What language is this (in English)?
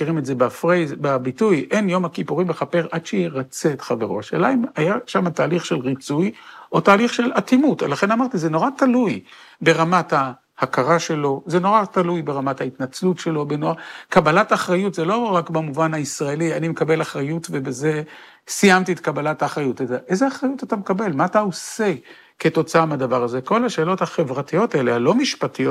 Hebrew